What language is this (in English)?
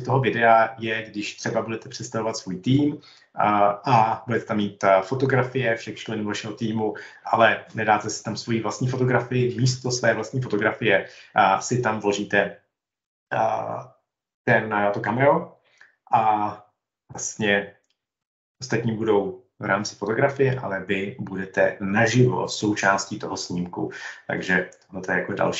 Czech